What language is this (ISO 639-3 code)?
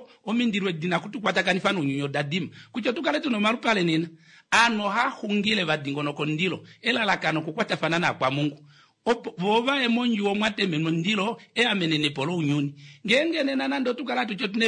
kua